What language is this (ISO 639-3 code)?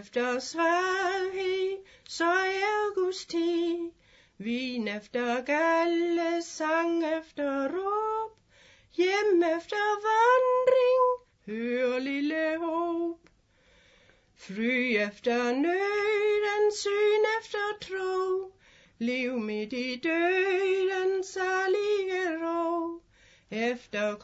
dan